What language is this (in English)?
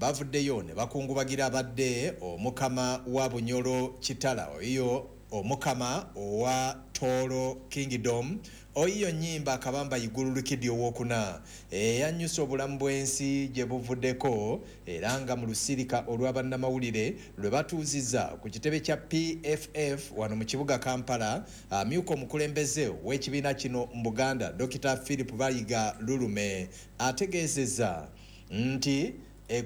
Ganda